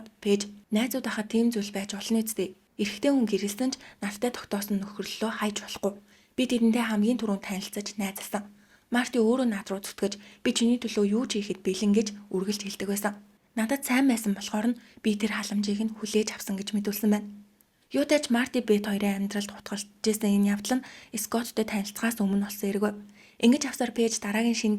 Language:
Mongolian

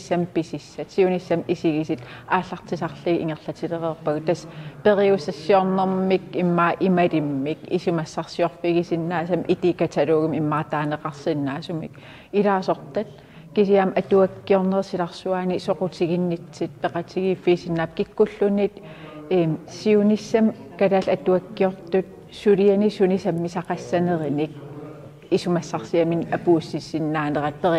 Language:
Kalaallisut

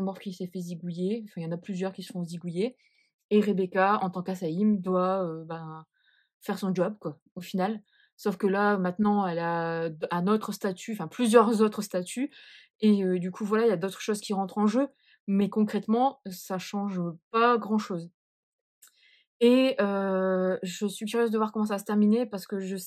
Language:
French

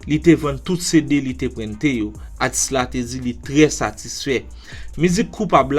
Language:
Haitian Creole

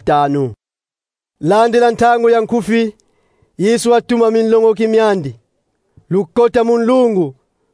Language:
Kongo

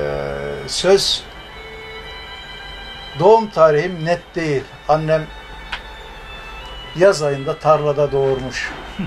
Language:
Turkish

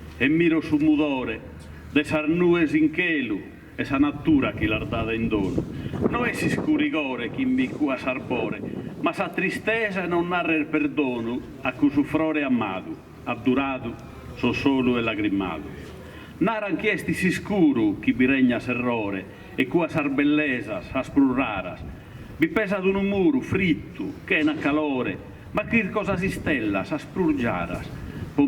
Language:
Sardinian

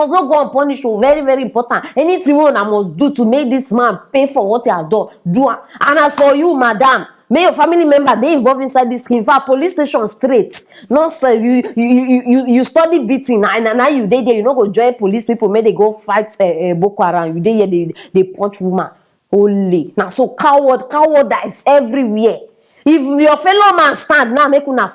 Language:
Nigerian Pidgin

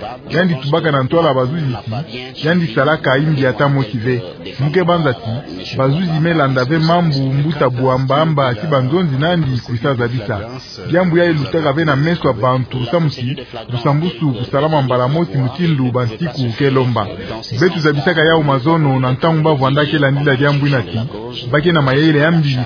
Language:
Kituba (Democratic Republic of Congo)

